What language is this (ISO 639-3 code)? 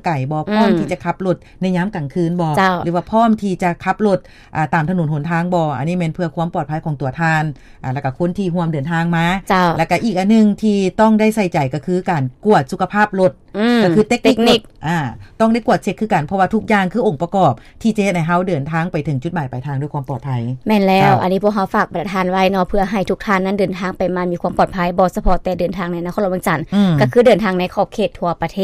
lao